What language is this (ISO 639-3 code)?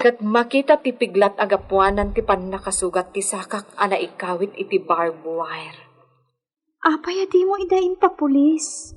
ilo